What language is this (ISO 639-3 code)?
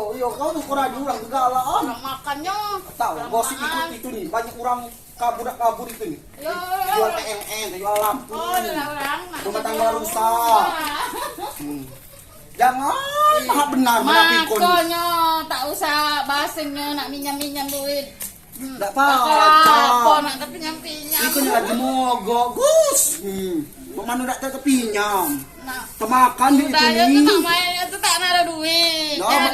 mui